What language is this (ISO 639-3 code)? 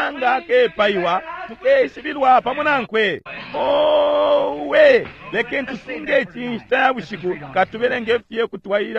bem